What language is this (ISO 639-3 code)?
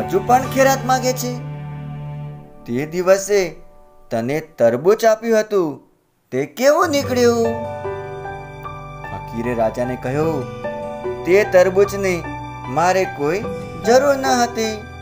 guj